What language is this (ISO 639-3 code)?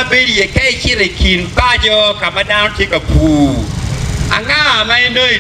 ach